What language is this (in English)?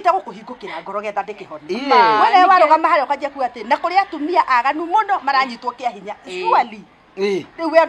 Kikuyu